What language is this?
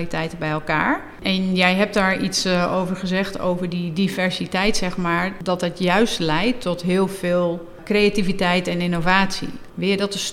Dutch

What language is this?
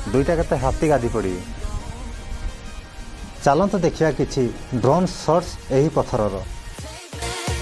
Odia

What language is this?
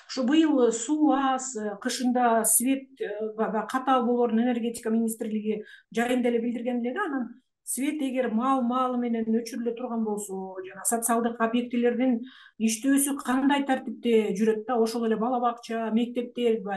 Kyrgyz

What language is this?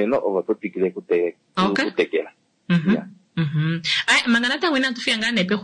Kuanyama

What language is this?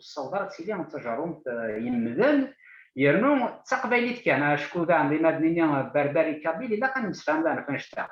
Kabyle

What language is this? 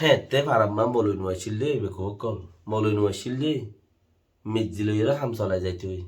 Rohingya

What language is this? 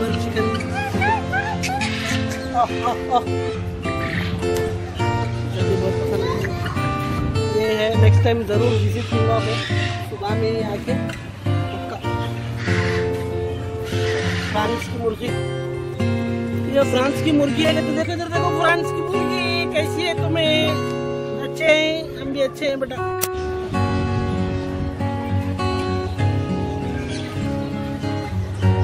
Hindi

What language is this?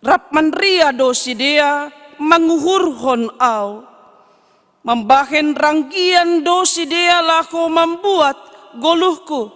Batak Simalungun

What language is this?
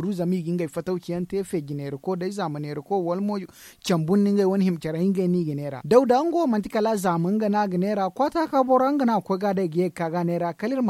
Zarma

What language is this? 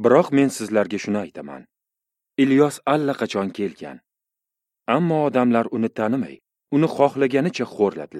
Uzbek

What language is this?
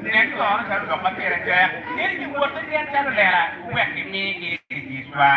Acoli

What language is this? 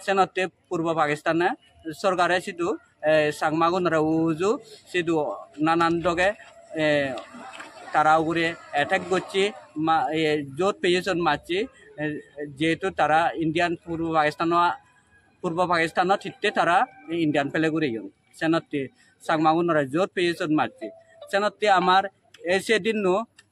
Chakma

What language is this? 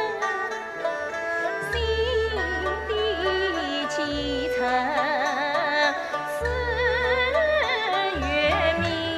Chinese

